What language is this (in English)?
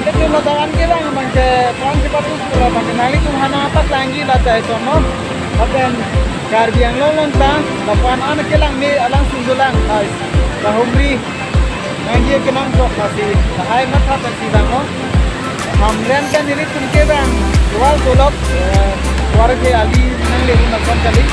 Karbi